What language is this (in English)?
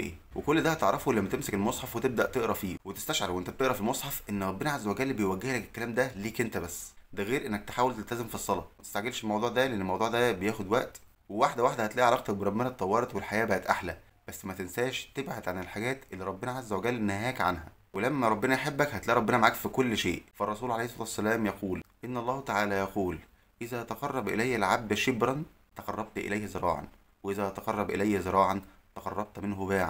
Egyptian Arabic